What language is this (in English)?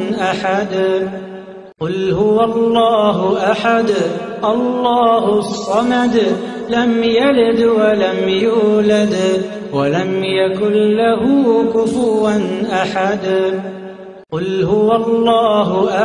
Arabic